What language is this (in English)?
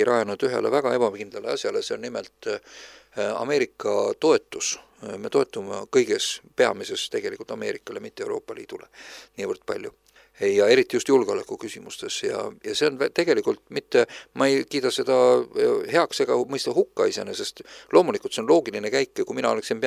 Estonian